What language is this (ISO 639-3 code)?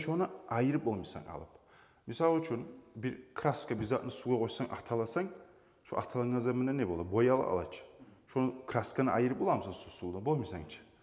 kum